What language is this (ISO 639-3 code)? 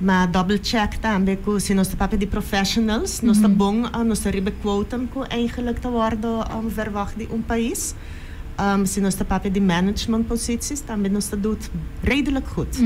pap